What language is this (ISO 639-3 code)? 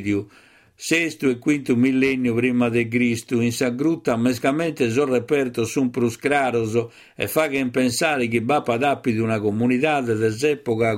srd